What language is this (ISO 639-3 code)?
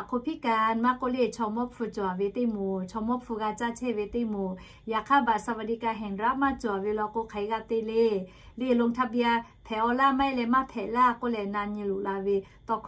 lhu